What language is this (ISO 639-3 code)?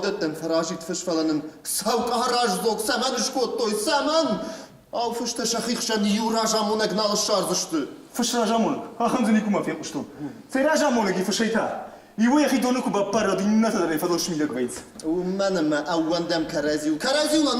oss